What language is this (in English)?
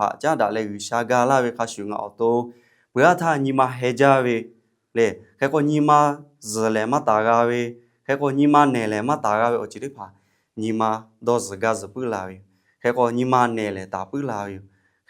Lahu